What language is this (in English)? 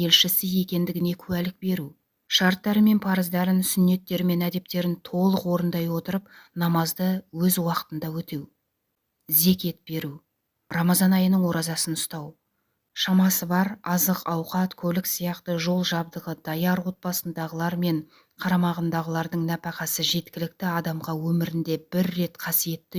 Kazakh